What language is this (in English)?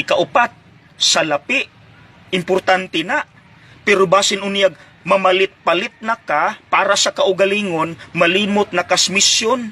Cebuano